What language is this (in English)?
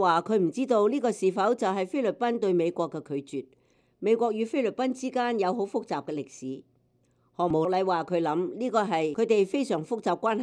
Cantonese